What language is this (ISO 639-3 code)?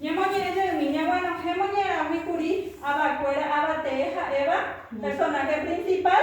grn